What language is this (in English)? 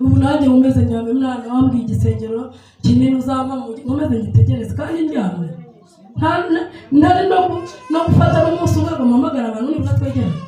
Kinyarwanda